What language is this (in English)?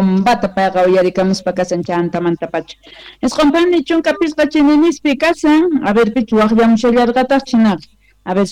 South Bolivian Quechua